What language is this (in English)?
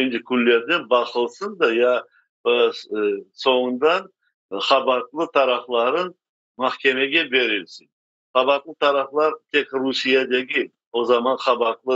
Crimean Tatar